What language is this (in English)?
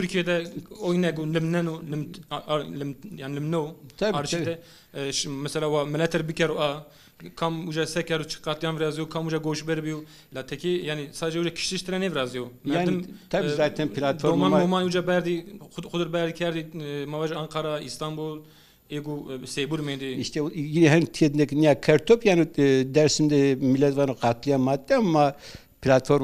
Zaza